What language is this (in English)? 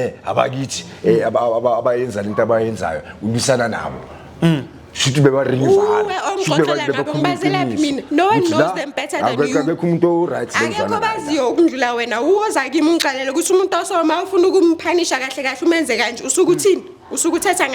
Zulu